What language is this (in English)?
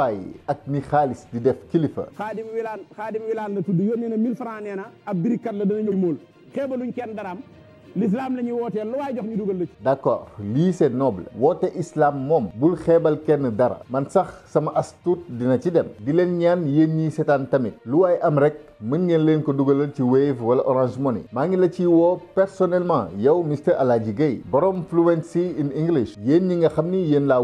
Wolof